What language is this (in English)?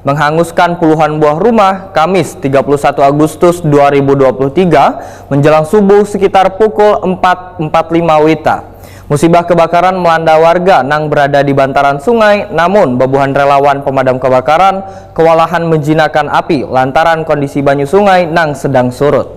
Banjar